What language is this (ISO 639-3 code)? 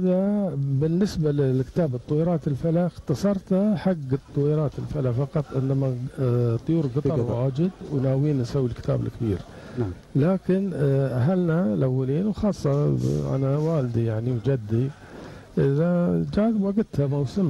afb